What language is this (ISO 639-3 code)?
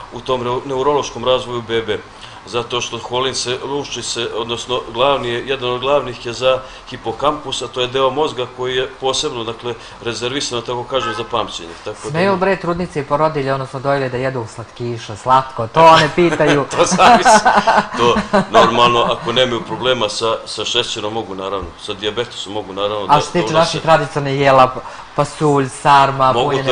srp